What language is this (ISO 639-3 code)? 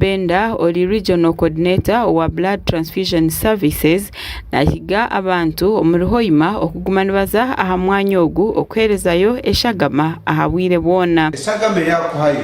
nyn